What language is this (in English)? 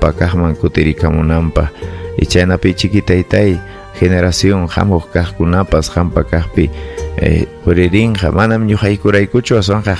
Ayacucho Quechua